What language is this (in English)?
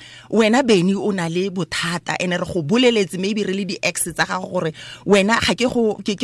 Tswana